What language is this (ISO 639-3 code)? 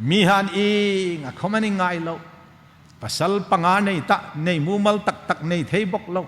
hmr